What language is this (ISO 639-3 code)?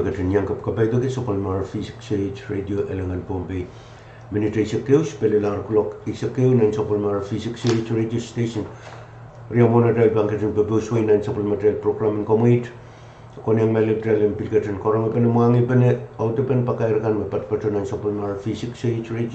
pon